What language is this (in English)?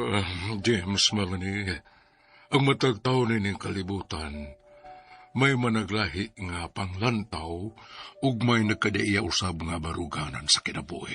Cebuano